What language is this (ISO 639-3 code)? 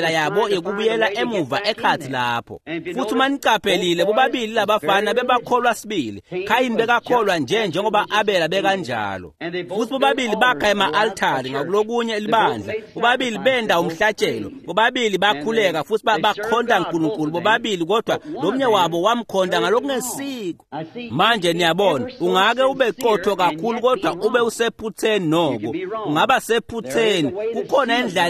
ssw